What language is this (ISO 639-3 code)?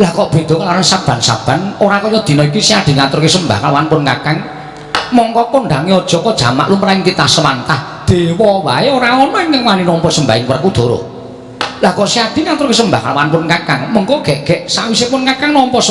jav